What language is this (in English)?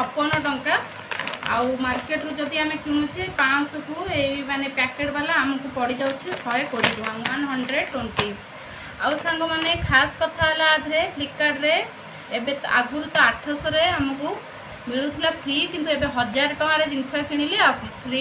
Odia